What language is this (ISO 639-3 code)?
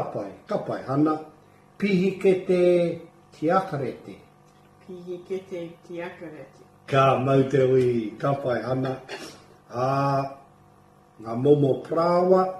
mri